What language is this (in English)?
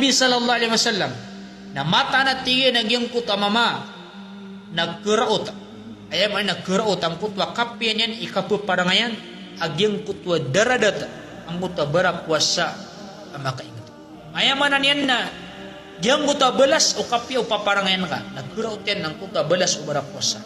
Maranao